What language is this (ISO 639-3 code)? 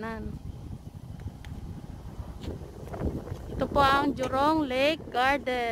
fil